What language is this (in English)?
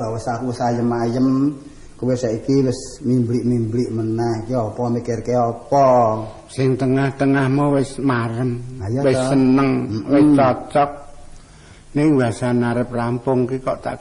Javanese